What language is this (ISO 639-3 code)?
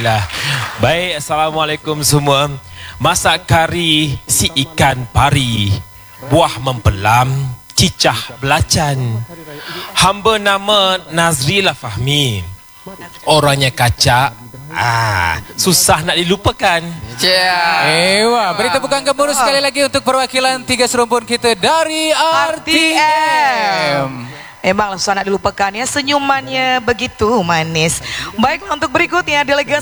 msa